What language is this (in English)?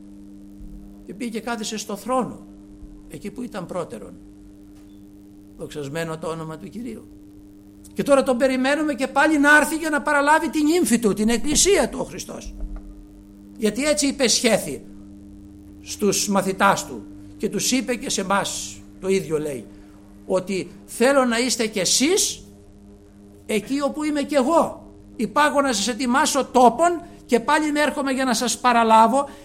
Greek